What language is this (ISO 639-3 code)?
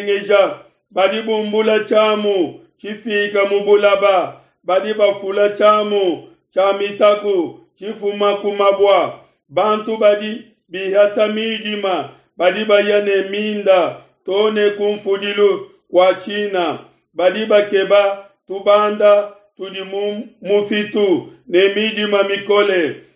lua